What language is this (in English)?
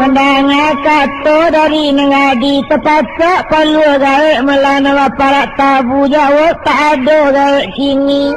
Minangkabau